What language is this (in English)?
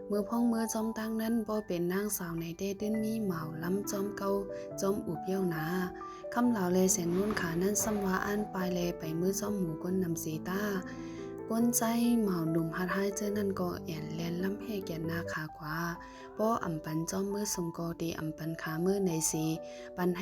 Shan